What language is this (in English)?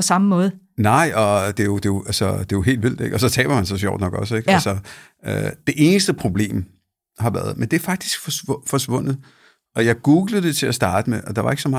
Danish